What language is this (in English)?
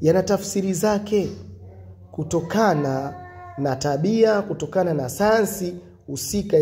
Swahili